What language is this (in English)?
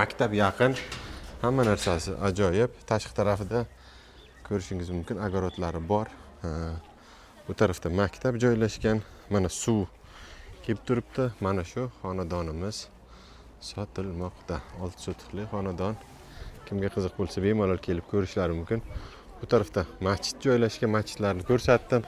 Uzbek